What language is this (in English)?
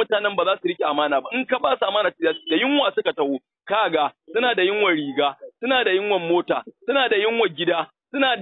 Hausa